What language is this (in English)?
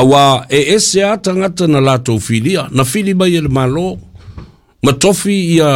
Samoan